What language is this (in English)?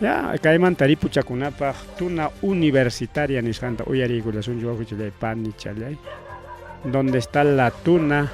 Ayacucho Quechua